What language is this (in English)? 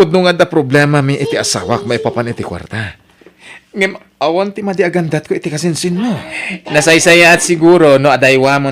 Iloko